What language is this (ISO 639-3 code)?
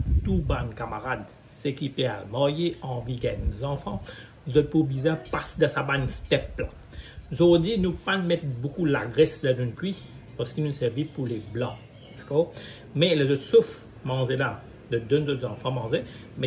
mfe